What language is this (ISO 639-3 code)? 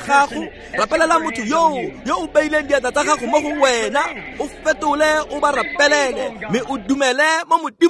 tsn